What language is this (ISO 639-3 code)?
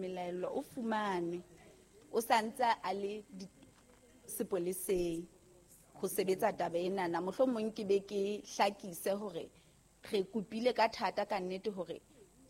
sot